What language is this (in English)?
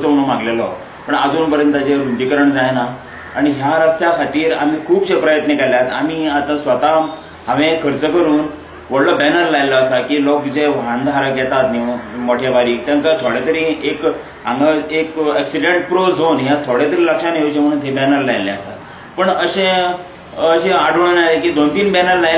Konkani